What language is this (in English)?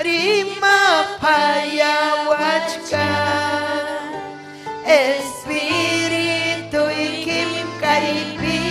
Ayacucho Quechua